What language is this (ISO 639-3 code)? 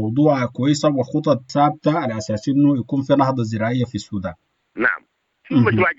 apd